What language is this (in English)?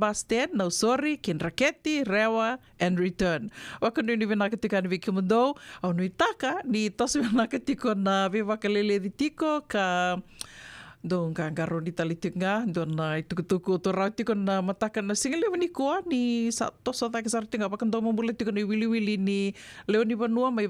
Fijian